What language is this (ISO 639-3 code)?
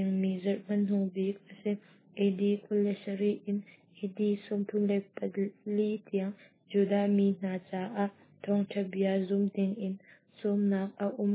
cnh